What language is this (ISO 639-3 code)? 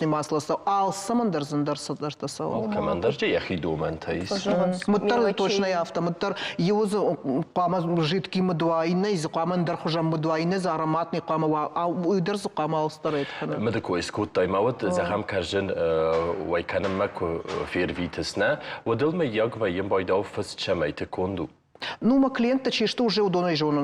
oss